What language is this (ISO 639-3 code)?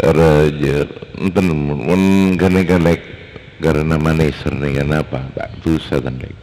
mad